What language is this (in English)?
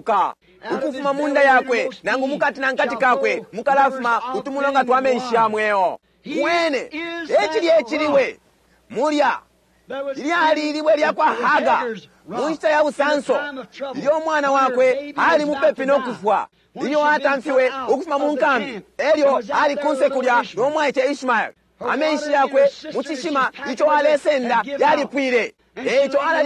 Bemba